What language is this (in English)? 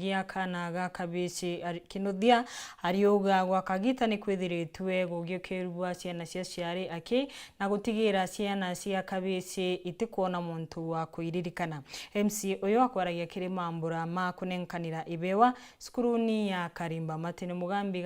Meru